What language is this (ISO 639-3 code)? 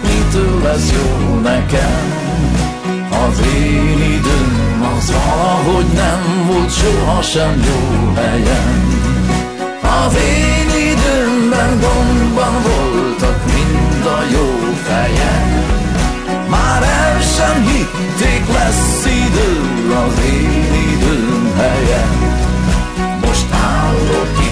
hun